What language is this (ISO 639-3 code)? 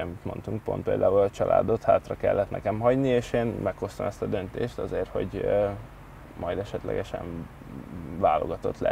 hun